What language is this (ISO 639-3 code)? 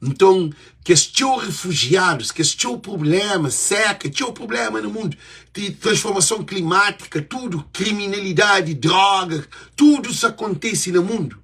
kea